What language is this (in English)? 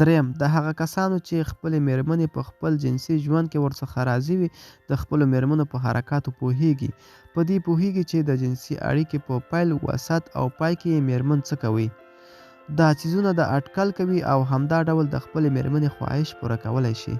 Pashto